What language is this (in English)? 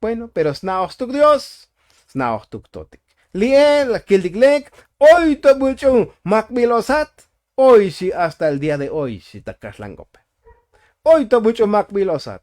Tzotzil